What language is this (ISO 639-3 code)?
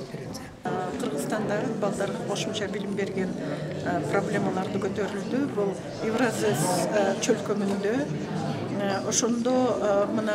kir